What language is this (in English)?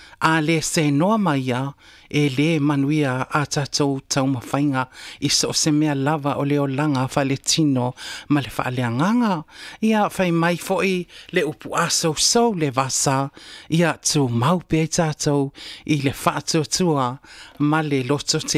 Samoan